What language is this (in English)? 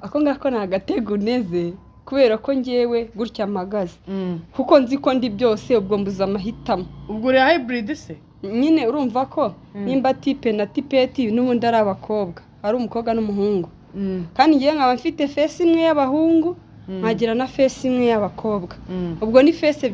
Kinyarwanda